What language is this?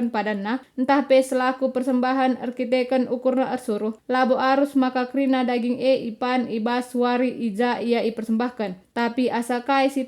Batak Karo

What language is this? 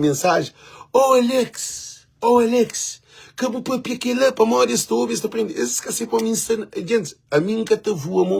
Kabuverdianu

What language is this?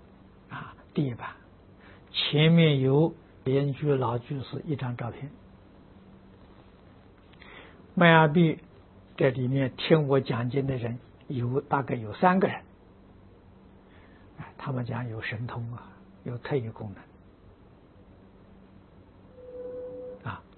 Chinese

